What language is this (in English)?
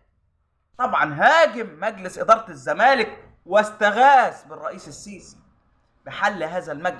Egyptian Arabic